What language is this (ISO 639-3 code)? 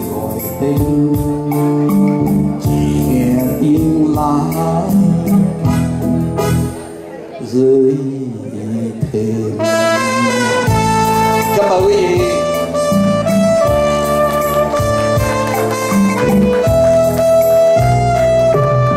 vie